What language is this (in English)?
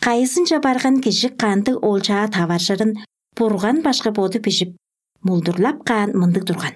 Tuvinian